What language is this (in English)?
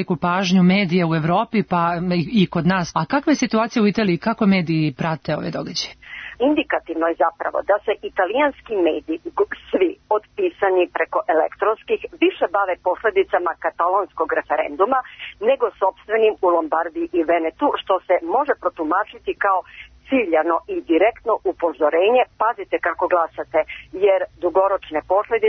Serbian